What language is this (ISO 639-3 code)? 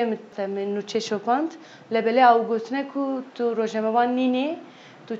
kur